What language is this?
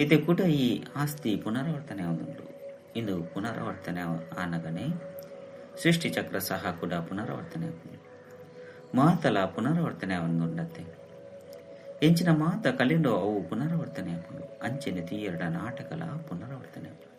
Tulu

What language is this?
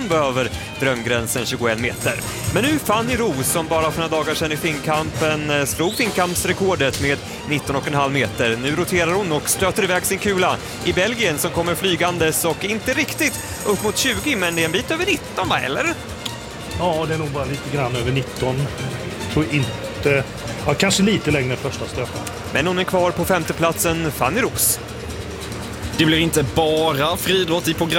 Swedish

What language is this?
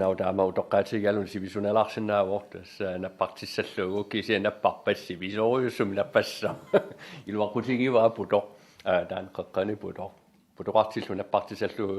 Kalaallisut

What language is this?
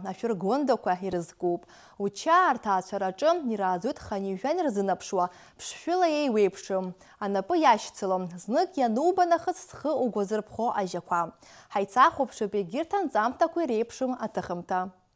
Abkhazian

